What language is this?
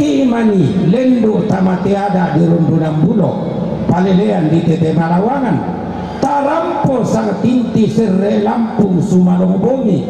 Toraja-Sa'dan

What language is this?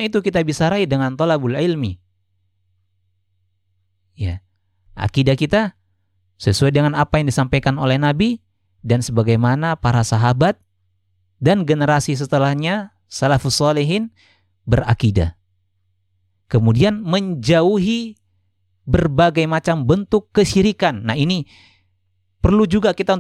Indonesian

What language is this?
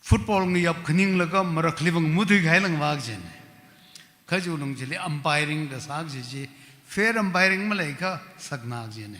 Tangkhul Naga (India)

